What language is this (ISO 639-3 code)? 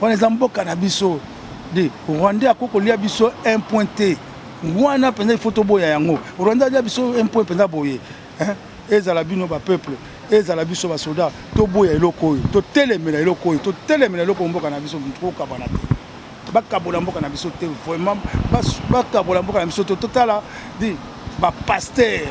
lin